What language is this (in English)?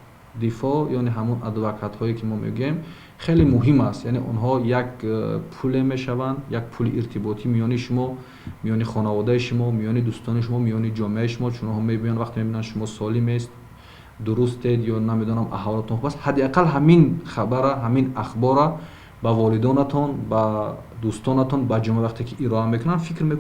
Tajik